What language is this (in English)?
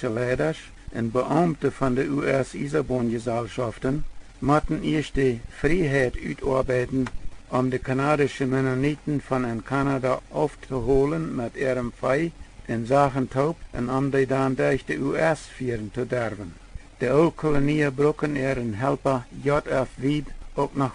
Plautdietsch